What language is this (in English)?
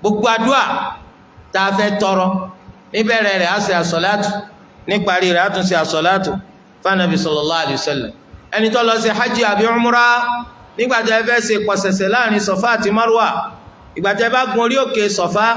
Yoruba